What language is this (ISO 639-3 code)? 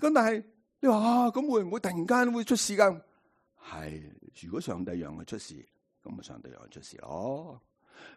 yue